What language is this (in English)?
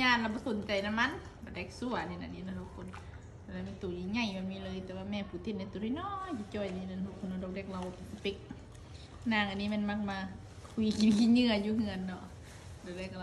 Lao